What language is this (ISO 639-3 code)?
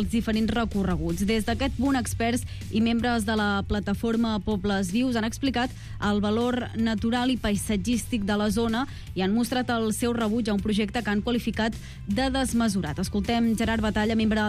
cat